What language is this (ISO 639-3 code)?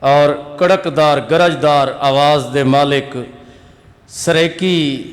skr